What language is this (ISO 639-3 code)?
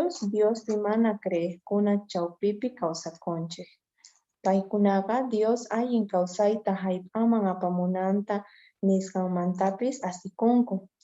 que